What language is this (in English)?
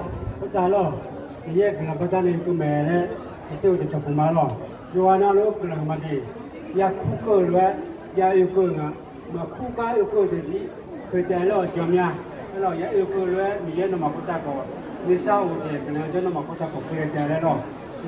Akha